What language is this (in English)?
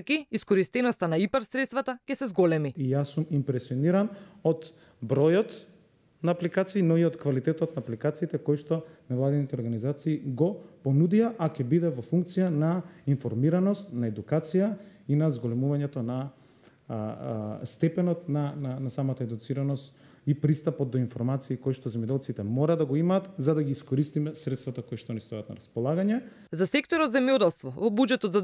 Macedonian